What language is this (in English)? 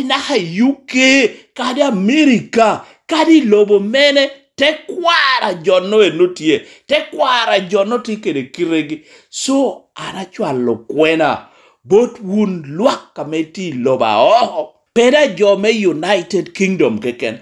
Lango (Uganda)